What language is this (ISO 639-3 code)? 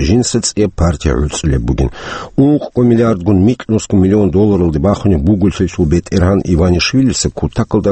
ava